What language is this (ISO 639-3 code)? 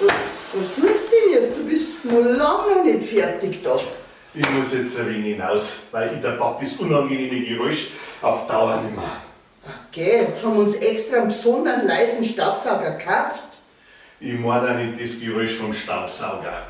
bar